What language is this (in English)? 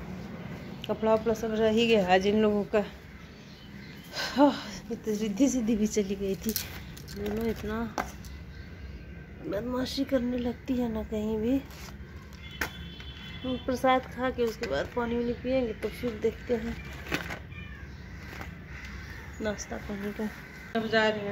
Hindi